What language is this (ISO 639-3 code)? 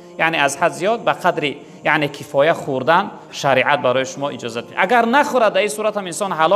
tgk